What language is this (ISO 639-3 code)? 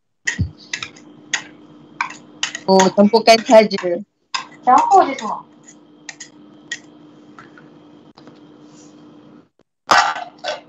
msa